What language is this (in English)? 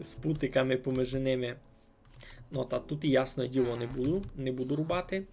Rusyn